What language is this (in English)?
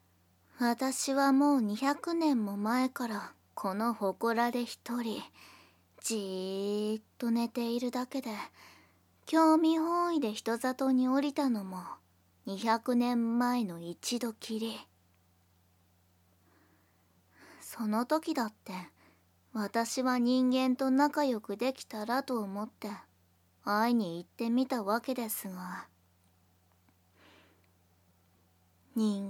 Japanese